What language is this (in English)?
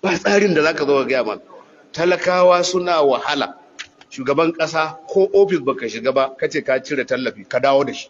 Hausa